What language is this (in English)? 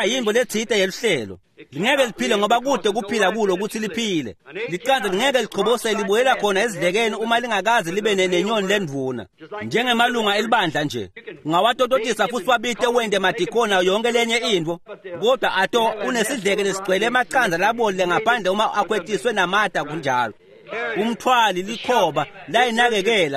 Swati